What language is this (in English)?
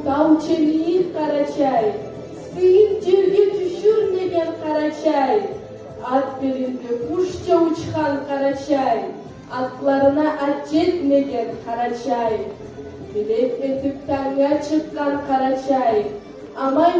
Karachay-Balkar